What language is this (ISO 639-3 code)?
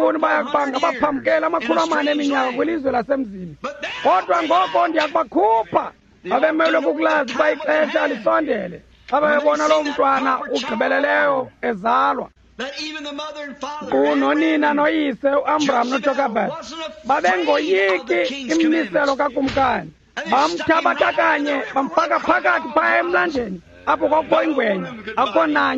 xho